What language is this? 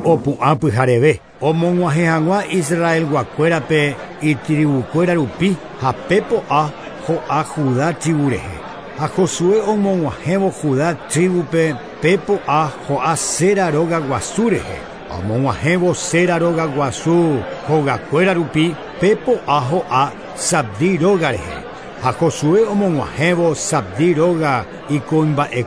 Guarani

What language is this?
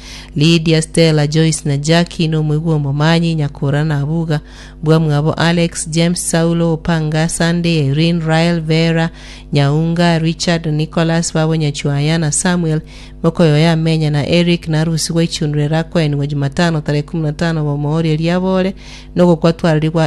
Gusii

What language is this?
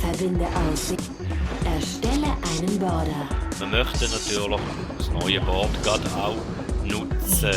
Swiss German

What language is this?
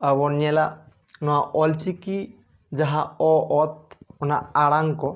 Santali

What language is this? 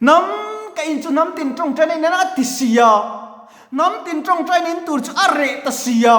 Mizo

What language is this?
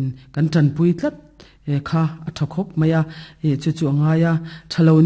Mizo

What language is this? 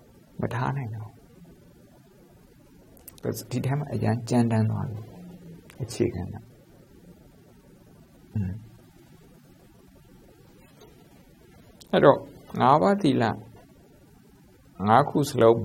Burmese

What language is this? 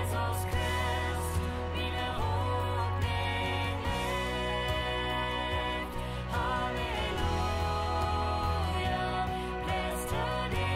Plautdietsch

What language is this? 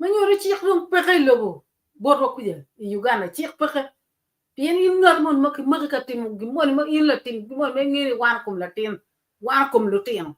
Acoli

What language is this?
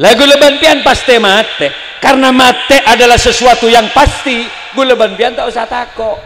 Madurese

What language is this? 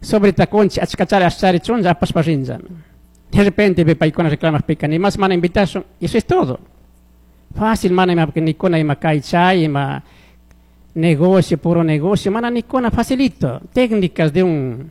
Chimborazo Highland Quichua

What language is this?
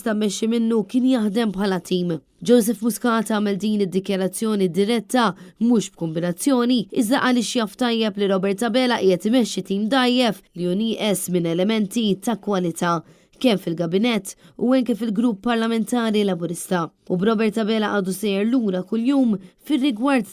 Maltese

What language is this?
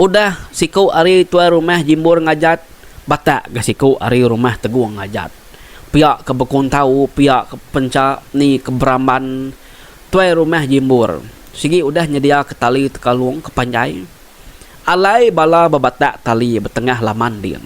Iban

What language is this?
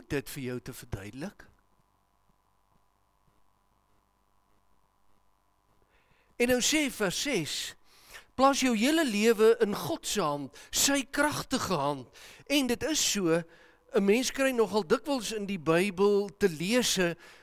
Afrikaans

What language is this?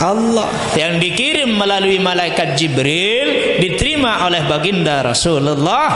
Sasak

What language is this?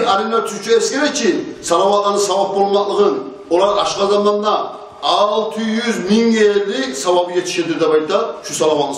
Kumyk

